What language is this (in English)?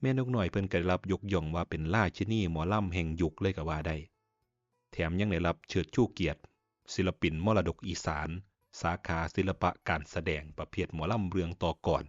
Northeastern Thai